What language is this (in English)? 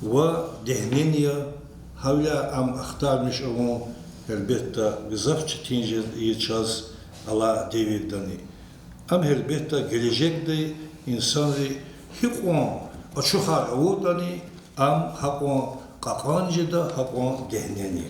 Lezghian